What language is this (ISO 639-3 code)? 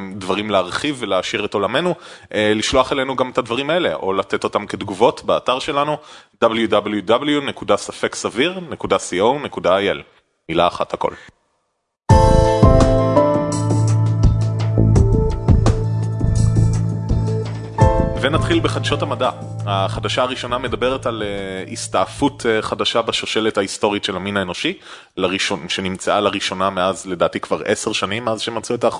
heb